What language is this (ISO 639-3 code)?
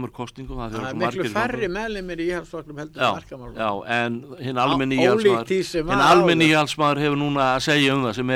isl